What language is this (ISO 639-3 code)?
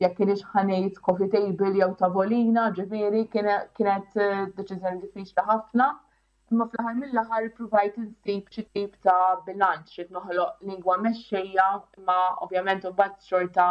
mlt